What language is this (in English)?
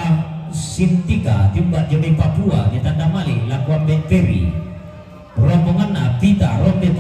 Toraja-Sa'dan